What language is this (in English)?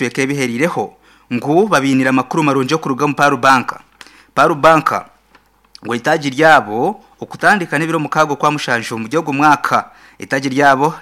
Nyankole